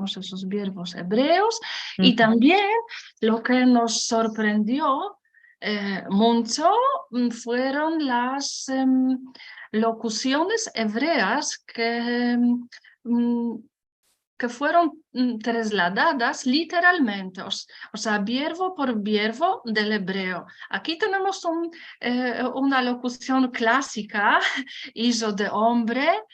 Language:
Ladino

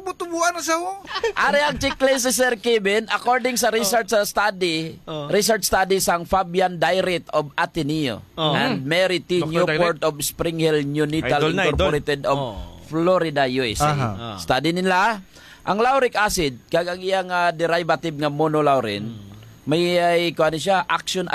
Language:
Hiligaynon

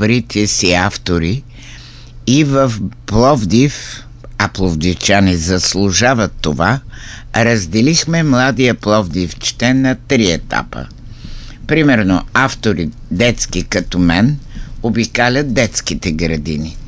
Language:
Bulgarian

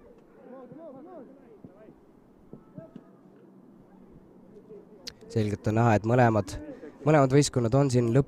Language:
Estonian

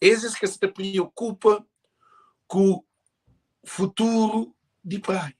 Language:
Kabuverdianu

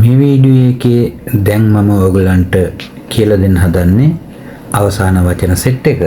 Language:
Sinhala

